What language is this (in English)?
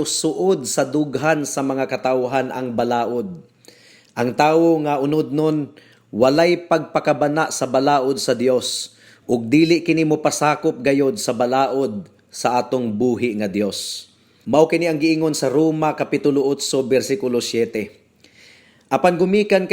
Cebuano